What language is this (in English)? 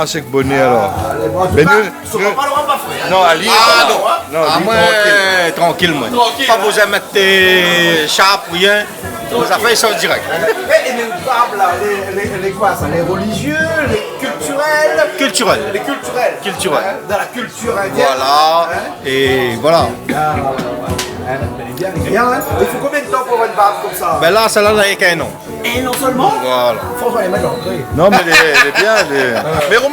Réunion Creole French